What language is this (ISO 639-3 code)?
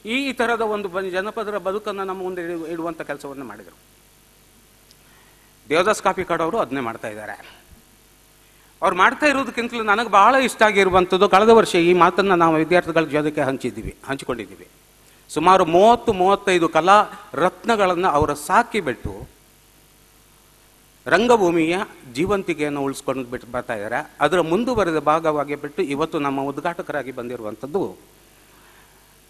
kan